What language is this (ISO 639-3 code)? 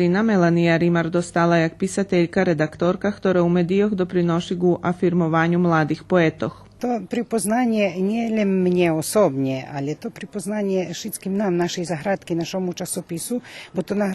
rue